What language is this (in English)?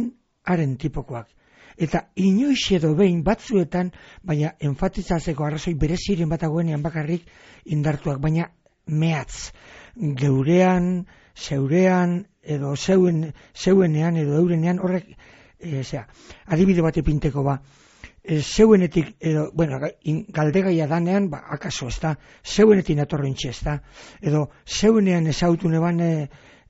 Basque